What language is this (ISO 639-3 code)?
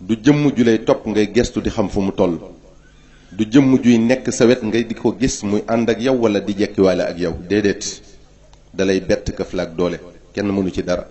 wol